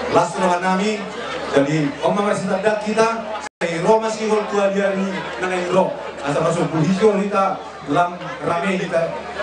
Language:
Batak Toba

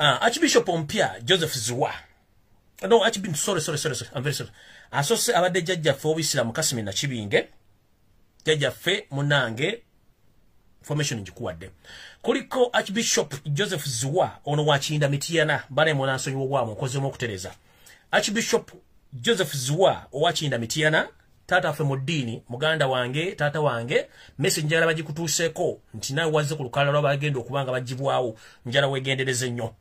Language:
Ganda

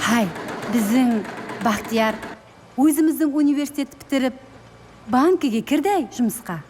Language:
Kara-Kalpak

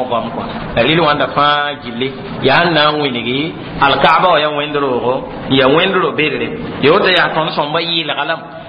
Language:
Mossi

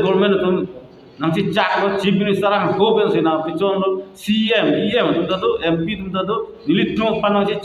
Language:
Karbi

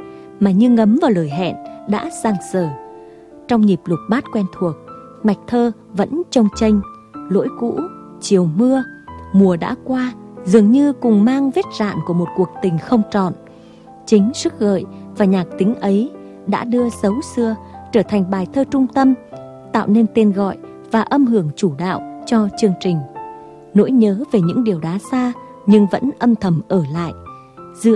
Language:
Vietnamese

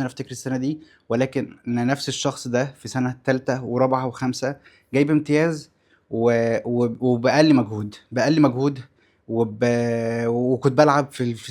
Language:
Egyptian Arabic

